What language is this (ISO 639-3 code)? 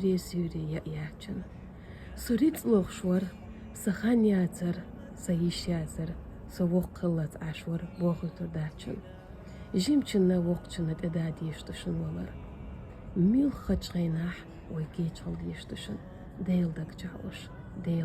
che